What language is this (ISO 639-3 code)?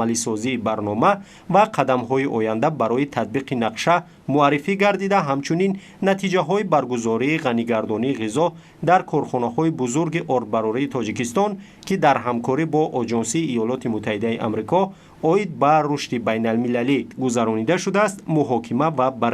tgk